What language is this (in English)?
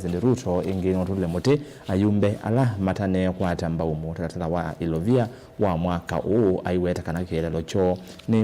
Kamba